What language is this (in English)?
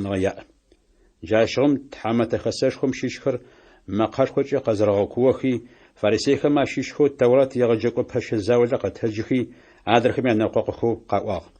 Adyghe